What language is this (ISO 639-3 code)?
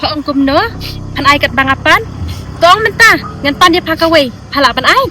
kha